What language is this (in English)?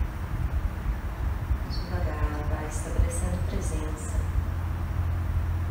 Portuguese